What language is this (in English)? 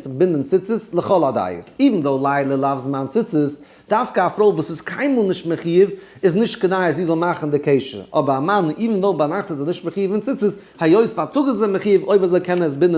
Yiddish